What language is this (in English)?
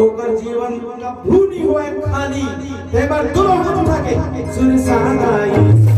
Chhattisgarhi